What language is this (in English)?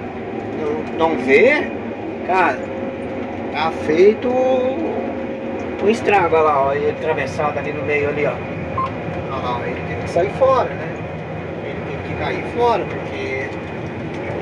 Portuguese